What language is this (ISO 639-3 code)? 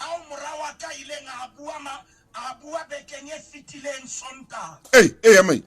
sot